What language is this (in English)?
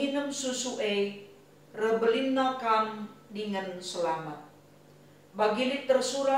Batak Karo